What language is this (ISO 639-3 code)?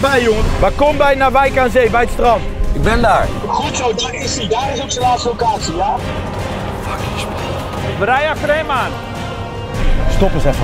nld